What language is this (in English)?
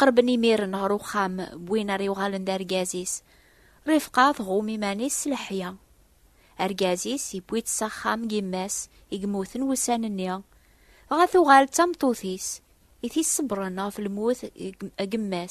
Kabyle